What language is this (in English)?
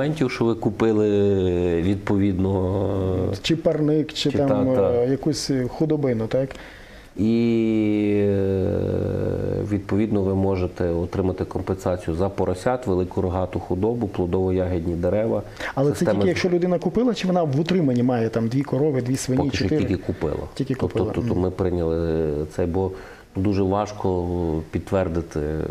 Ukrainian